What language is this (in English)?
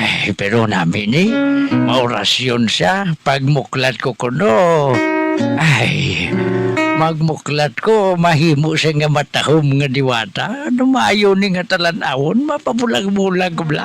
Hiligaynon